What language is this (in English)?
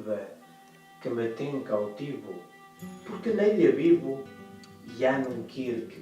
Mirandese